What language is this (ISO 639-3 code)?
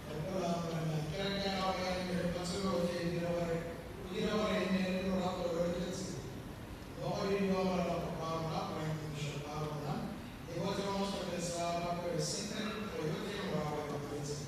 tsn